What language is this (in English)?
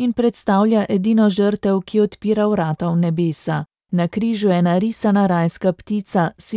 Slovenian